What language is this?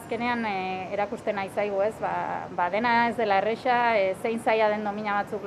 Basque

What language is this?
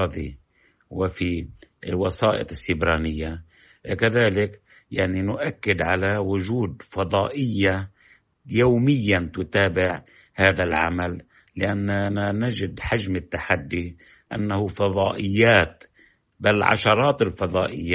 Arabic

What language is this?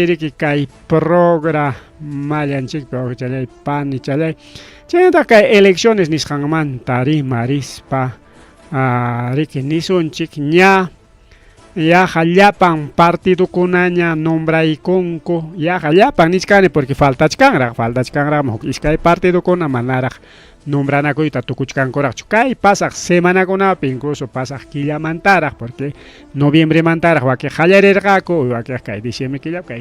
Ayacucho Quechua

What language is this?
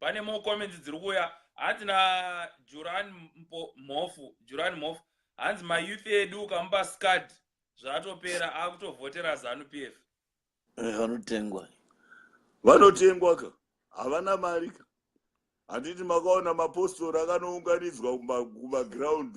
Shona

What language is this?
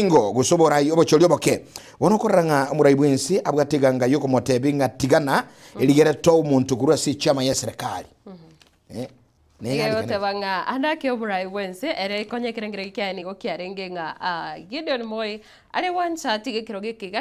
Gusii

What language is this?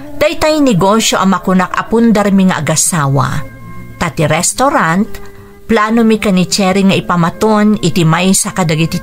Iloko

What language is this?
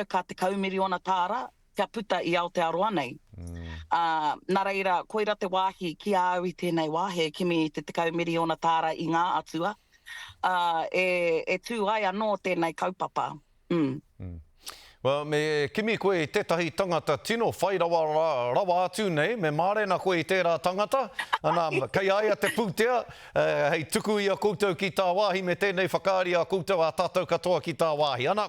Māori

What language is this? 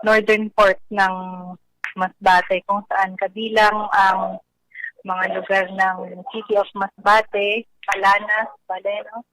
Bikol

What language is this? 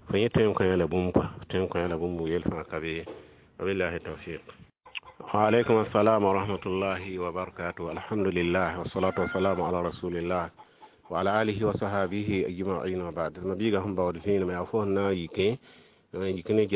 Mossi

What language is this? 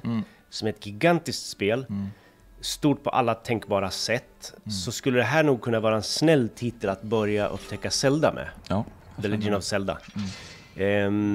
Swedish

